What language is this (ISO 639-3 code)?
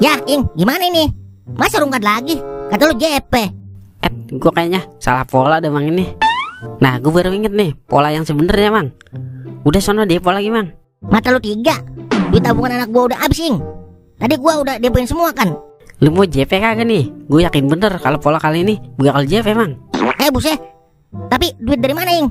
bew